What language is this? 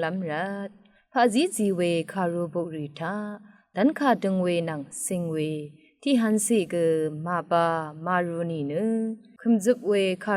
Rawang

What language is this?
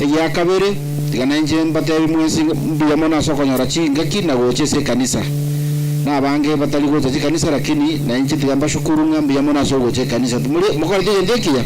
Gusii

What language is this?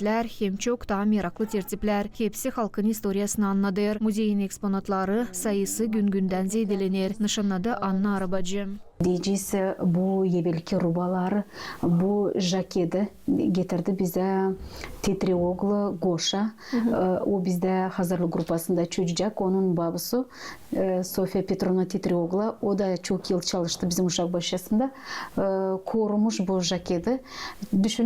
Gagauz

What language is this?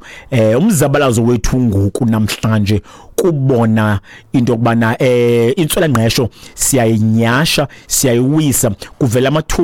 Xhosa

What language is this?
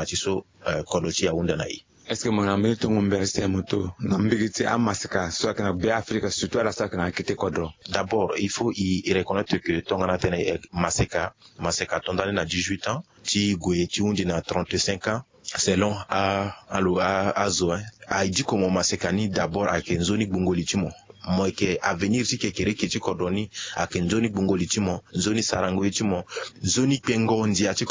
Sango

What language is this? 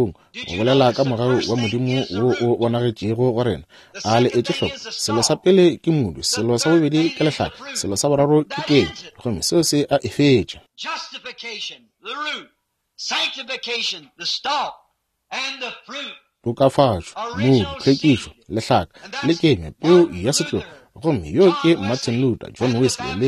Northern Sotho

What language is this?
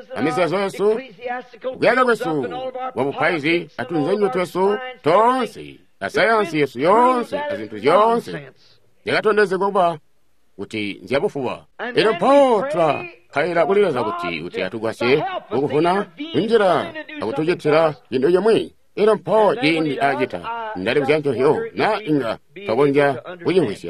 Tonga (Zambia)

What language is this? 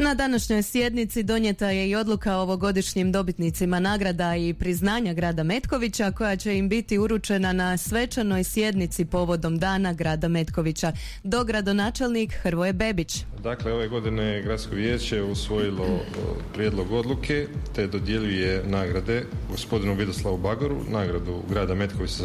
Croatian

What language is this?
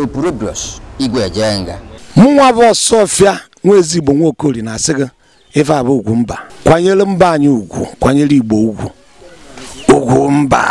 Igbo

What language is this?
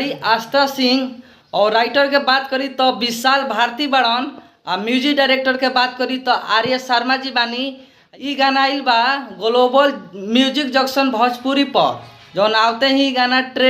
Bhojpuri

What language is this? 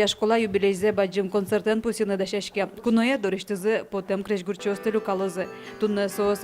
Udmurt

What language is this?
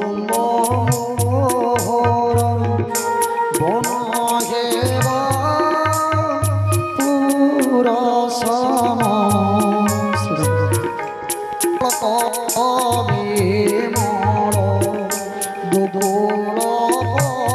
Odia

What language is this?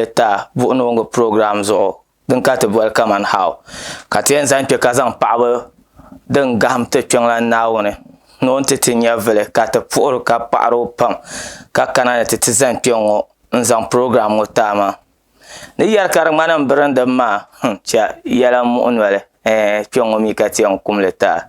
Dagbani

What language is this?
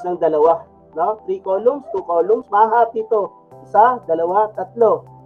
Filipino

